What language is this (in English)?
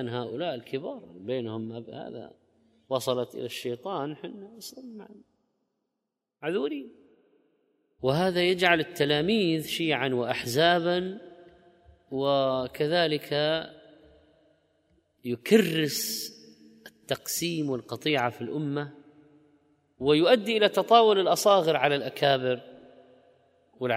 Arabic